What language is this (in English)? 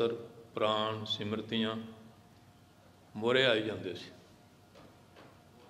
Punjabi